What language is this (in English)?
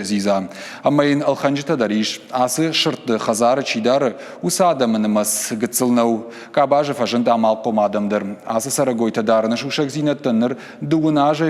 Ossetic